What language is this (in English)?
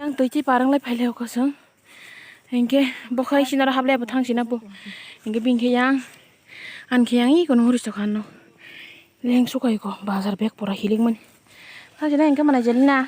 Kok Borok